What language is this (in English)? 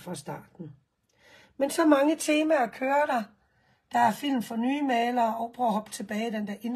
Danish